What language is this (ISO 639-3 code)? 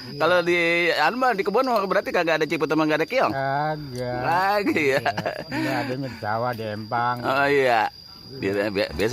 bew